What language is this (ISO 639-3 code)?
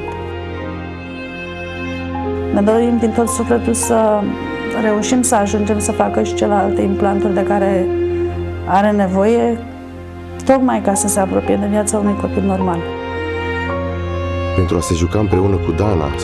ron